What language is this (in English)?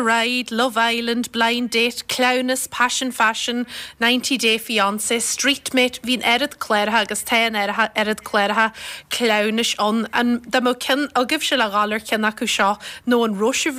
Irish